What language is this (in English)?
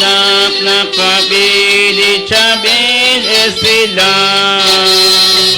Kekchí